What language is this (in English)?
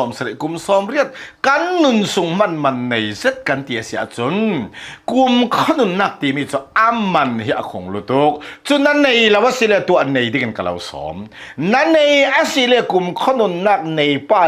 Hakha Chin